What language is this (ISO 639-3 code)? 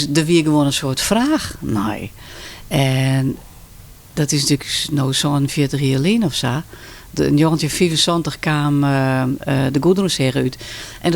fry